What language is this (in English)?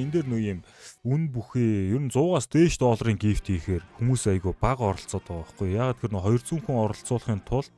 Mongolian